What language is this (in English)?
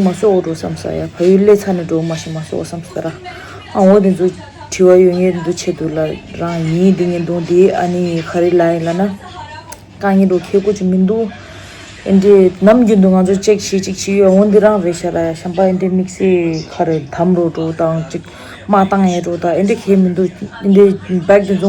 Tibetan